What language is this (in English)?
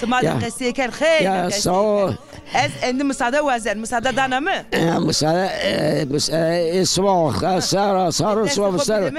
Zaza